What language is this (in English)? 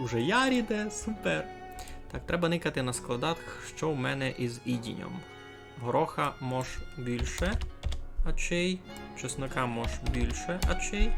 Rusyn